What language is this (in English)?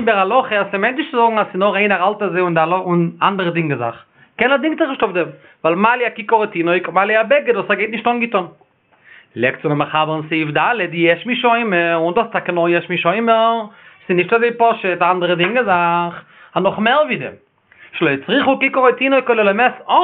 Yiddish